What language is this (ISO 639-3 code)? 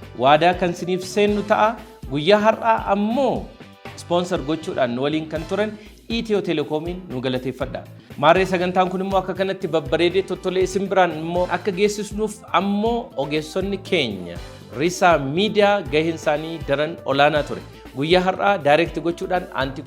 orm